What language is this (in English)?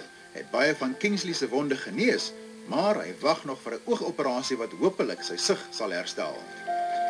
Afrikaans